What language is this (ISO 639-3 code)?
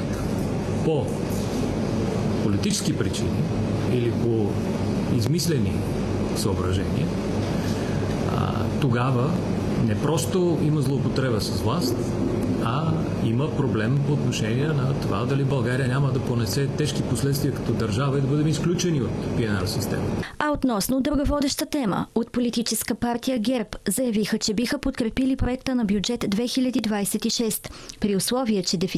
bul